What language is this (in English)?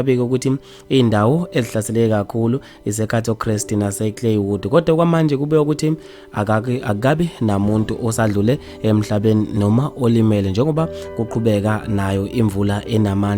Zulu